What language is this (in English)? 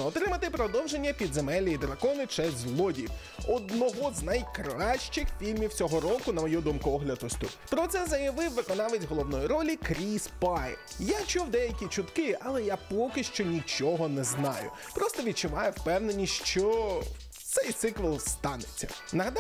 Ukrainian